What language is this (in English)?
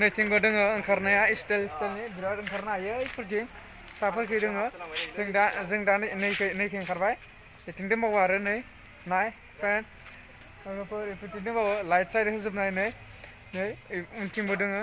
Bodo